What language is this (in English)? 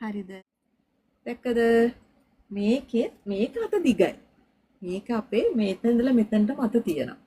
Sinhala